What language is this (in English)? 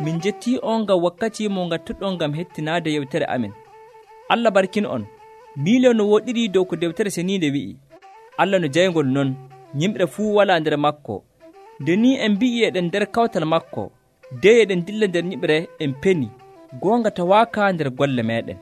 Nigerian Fulfulde